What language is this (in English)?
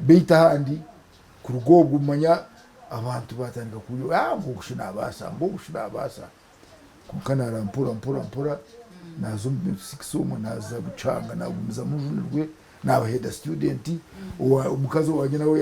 Nyankole